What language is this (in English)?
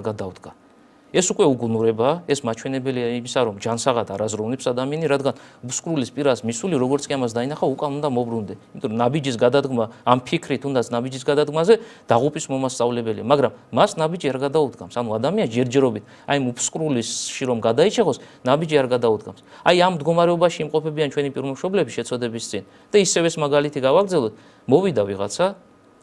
Georgian